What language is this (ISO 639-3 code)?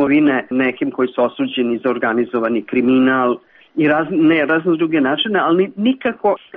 srp